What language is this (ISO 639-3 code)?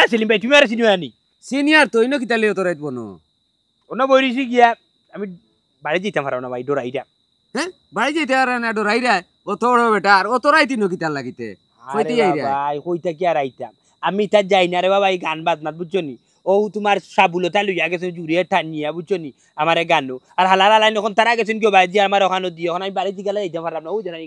syl